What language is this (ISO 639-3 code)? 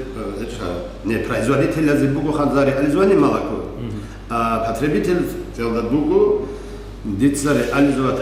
ava